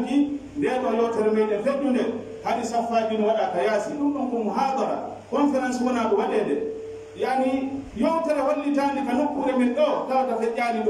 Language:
Pular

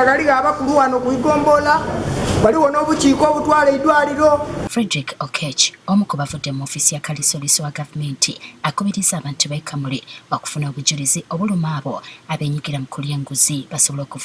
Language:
Ganda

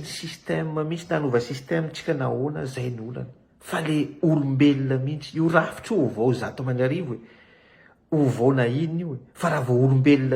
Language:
Malagasy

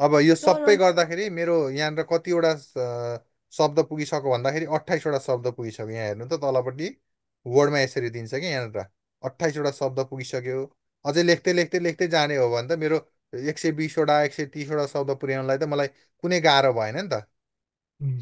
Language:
Nepali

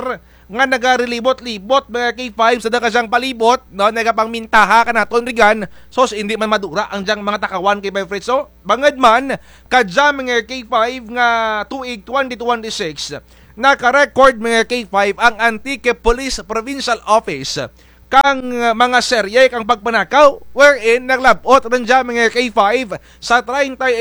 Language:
Kinaray-a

